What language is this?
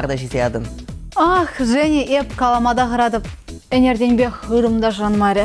Chuvash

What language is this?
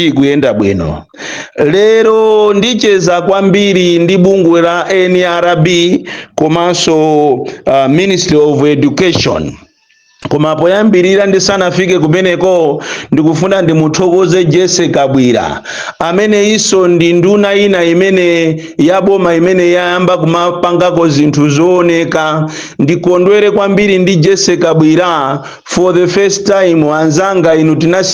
Nyanja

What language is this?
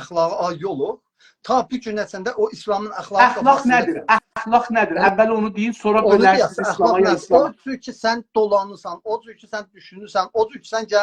South Azerbaijani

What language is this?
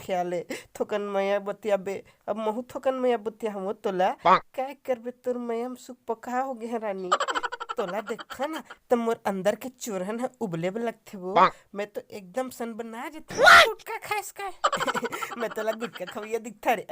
Chhattisgarhi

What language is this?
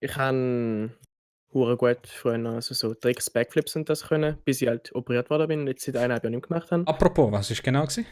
Swiss German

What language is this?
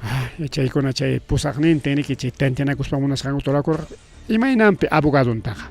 Ayacucho Quechua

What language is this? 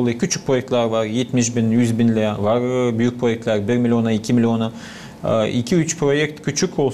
Gagauz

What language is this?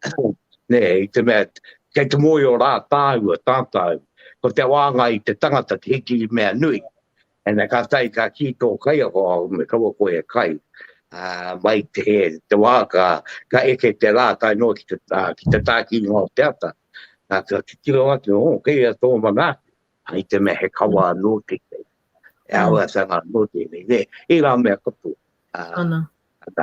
Māori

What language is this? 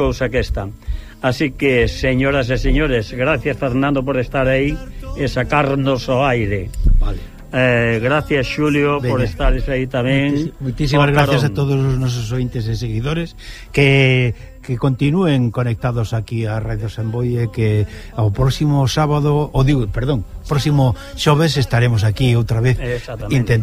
Galician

